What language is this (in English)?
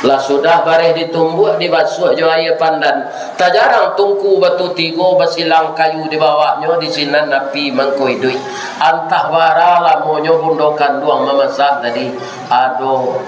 Minangkabau